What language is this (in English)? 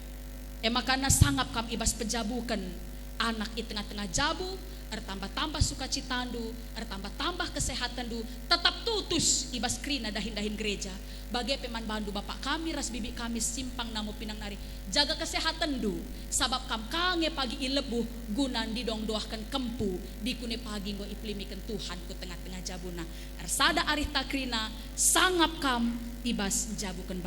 Batak Karo